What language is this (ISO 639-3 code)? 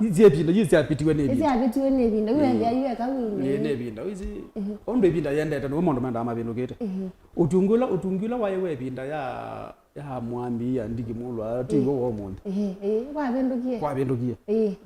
kam